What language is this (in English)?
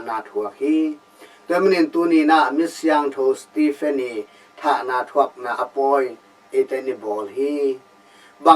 Tedim Chin